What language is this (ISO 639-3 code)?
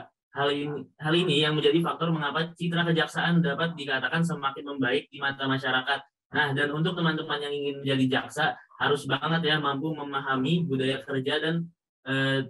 ind